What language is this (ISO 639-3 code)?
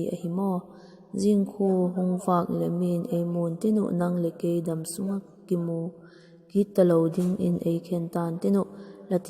vap